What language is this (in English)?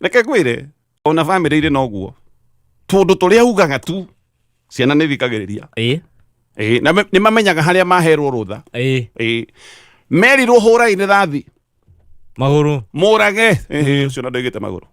Kikuyu